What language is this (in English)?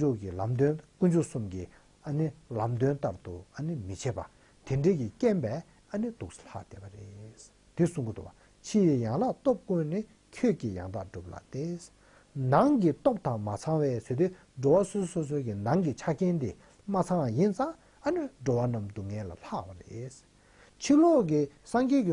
Tibetan